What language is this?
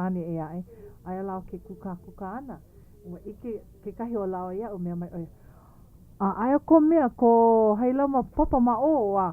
Hawaiian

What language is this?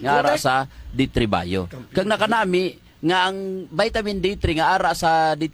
Hiligaynon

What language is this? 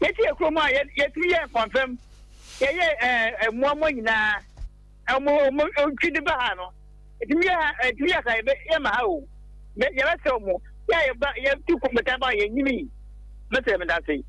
Akan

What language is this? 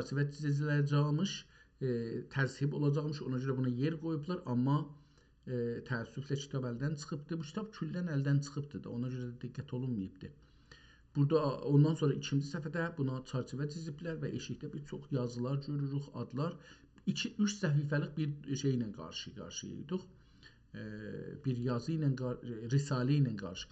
South Azerbaijani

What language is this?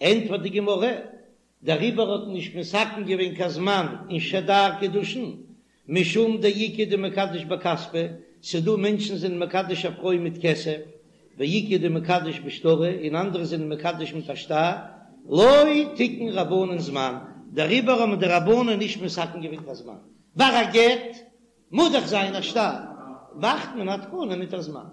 Yiddish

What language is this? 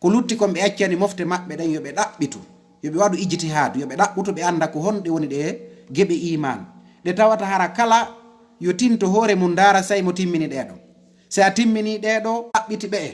Fula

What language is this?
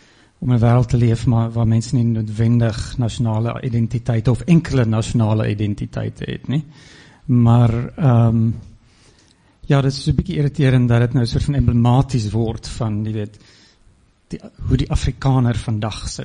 Afrikaans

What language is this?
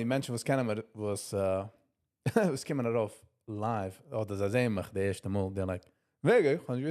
Yiddish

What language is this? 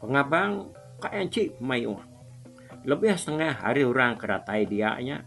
Iban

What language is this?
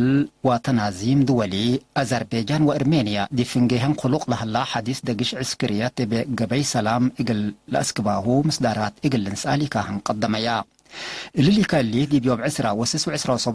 Tigre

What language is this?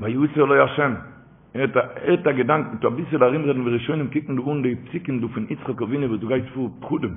Yiddish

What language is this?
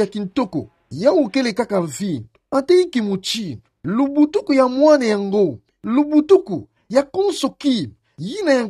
Kituba (Democratic Republic of Congo)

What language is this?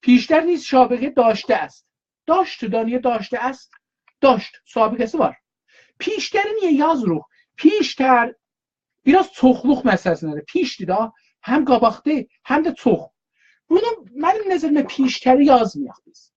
South Azerbaijani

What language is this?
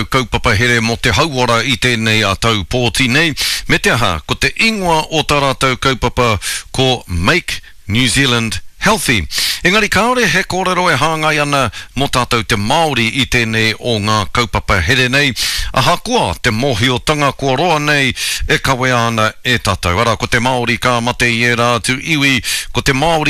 Māori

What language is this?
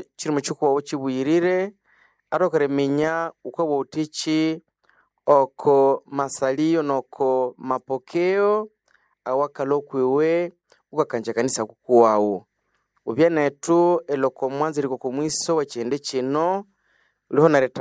Nande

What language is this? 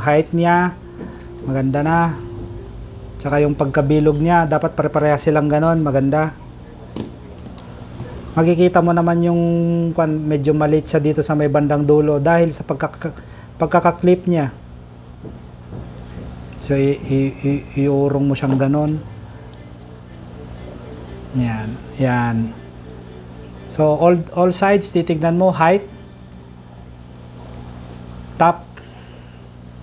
Filipino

